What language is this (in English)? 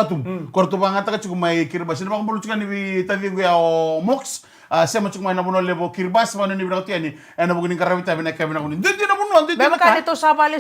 Fijian